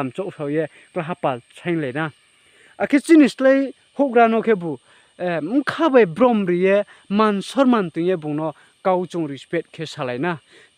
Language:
Riang (India)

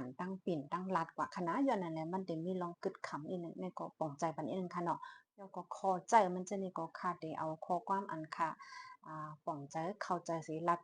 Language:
Shan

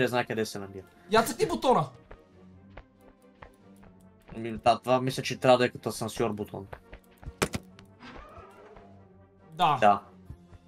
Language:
Bulgarian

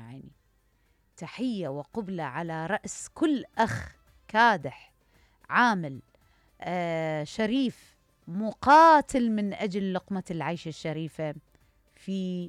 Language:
Mesopotamian Arabic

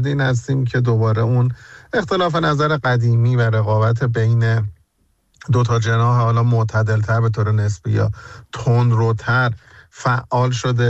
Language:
Persian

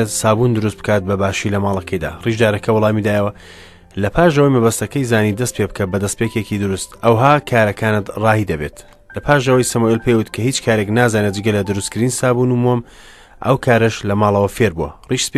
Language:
Central Kurdish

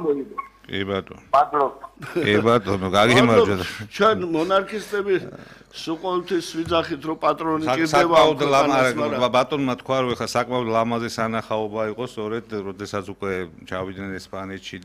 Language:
Georgian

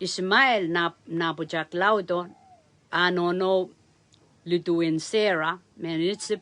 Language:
Pohnpeian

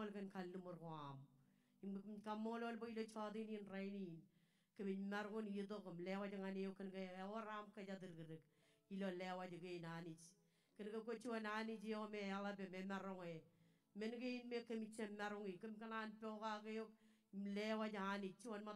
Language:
Marshallese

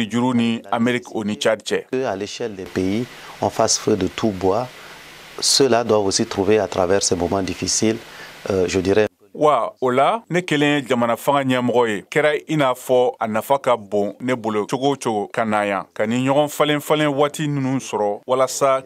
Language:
Bambara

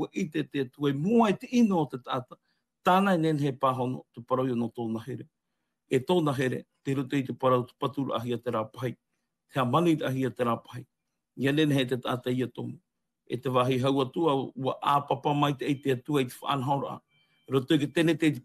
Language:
Tahitian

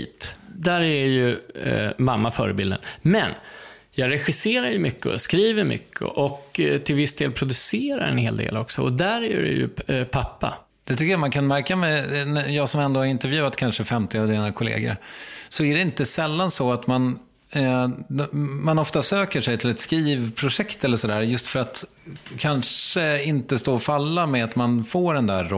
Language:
Swedish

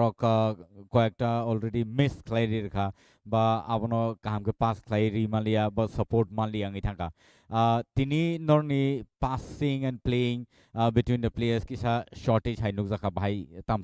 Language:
Kok Borok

